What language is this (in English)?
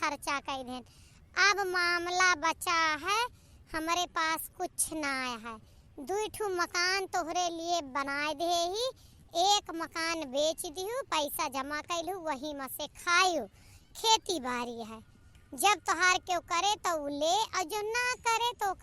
Awadhi